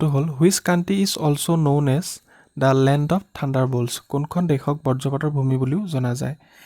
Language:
Assamese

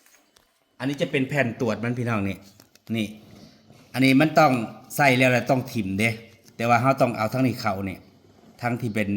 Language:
Northeastern Thai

